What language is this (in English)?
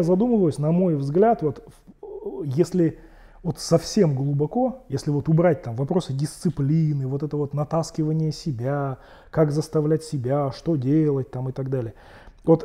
Russian